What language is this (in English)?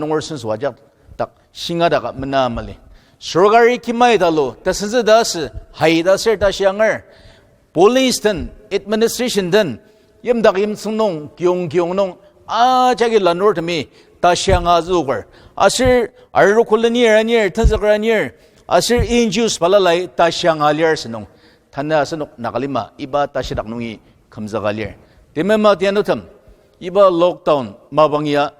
Ao Naga